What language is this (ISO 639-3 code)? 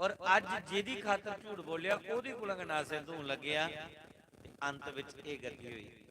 doi